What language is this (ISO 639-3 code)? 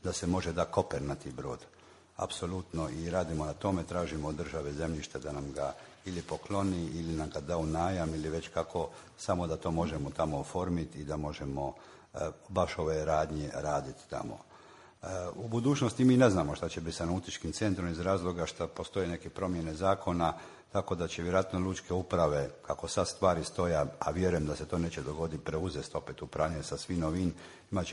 hrv